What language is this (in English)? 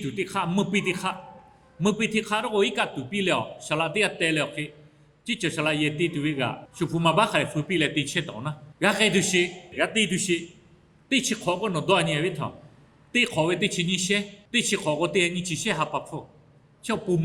Lahu